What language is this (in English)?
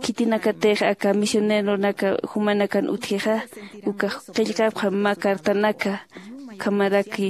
Aymara